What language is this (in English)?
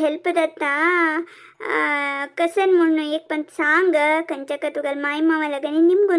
Konkani